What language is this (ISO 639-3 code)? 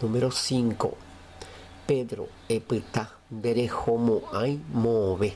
grn